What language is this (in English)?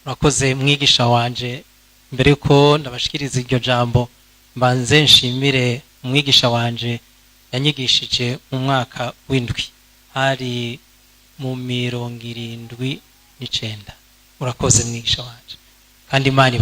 Rundi